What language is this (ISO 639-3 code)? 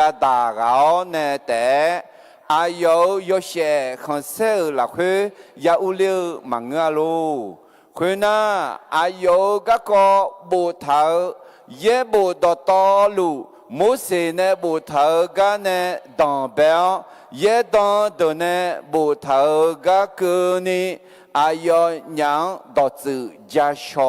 ahk